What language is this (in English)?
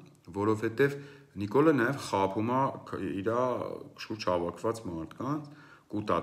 Armenian